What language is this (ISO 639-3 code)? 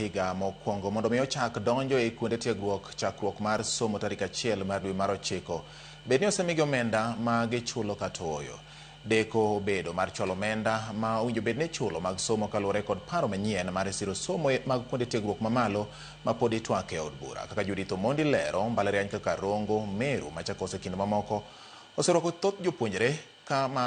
luo